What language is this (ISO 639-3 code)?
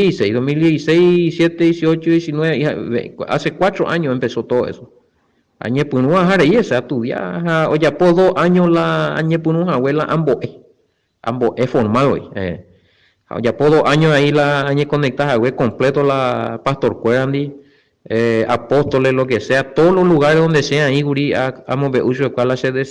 grn